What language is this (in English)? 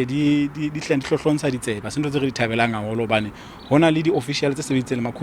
Southern Sotho